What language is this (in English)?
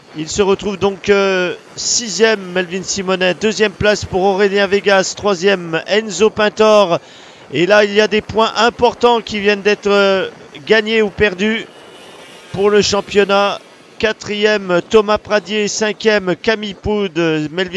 French